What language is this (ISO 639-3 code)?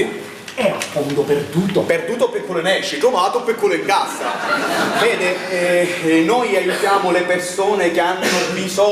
scn